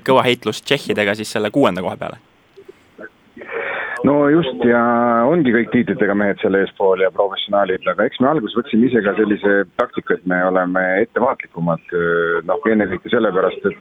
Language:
Estonian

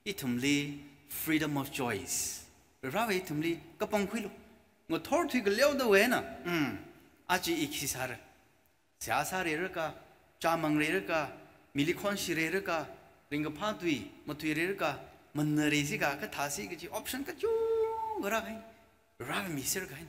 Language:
Tangkhul Naga (India)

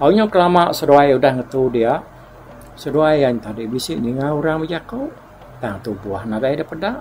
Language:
Iban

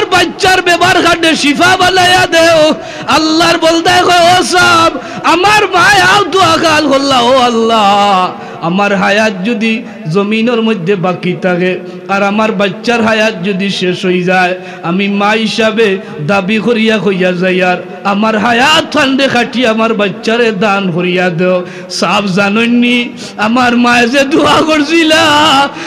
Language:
Sylheti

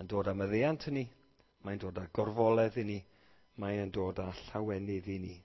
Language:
Welsh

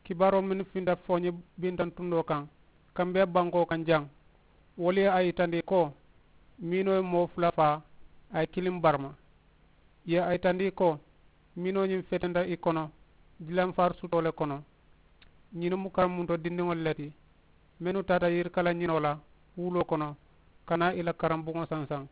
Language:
Mandingo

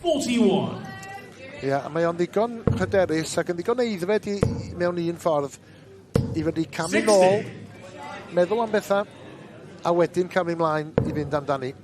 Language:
Welsh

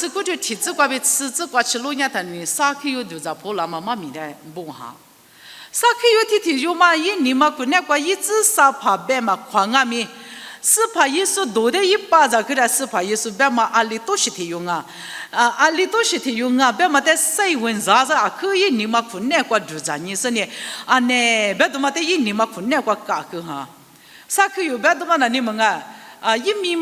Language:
Lisu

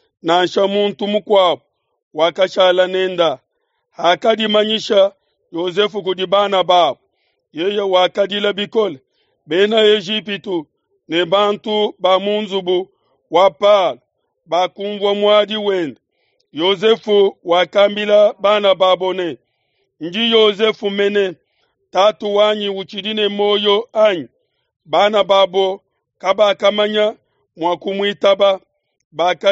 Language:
Luba-Lulua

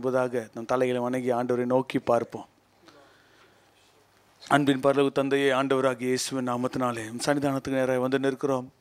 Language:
Tamil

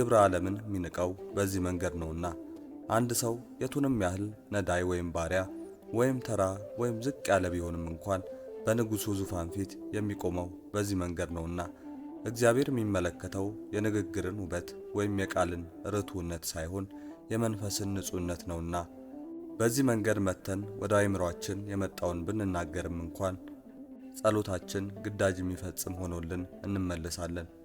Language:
Amharic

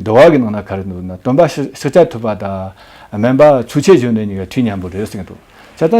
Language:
Amdo Tibetan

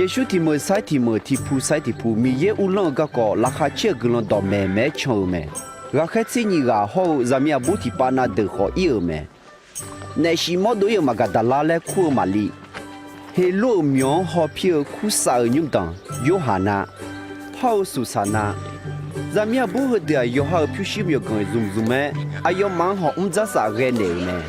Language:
Akha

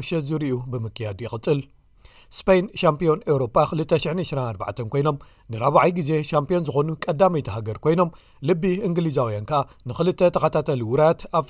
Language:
Tigrinya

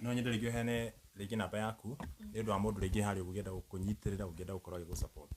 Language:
Kikuyu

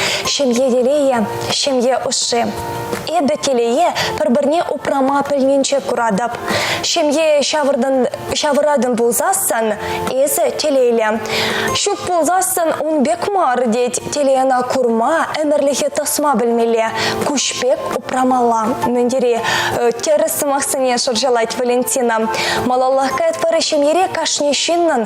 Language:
Chuvash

